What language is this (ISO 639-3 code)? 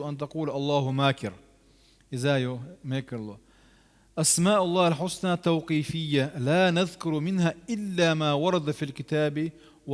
che